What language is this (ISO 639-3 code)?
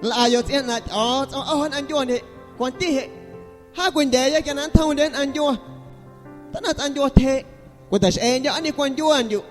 amu